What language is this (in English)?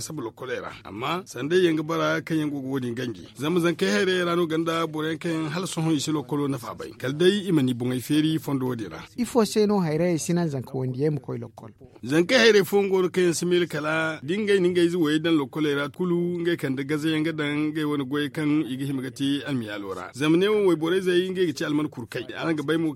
Zarma